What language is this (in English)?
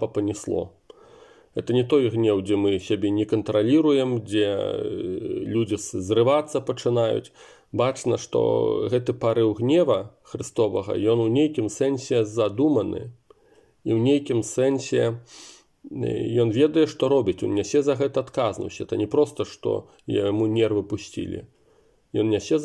Belarusian